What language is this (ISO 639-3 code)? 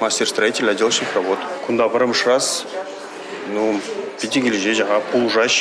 chv